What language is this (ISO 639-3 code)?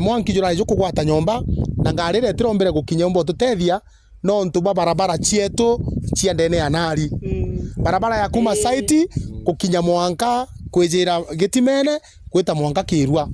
mer